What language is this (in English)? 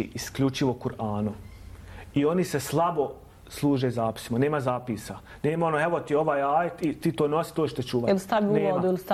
Bosnian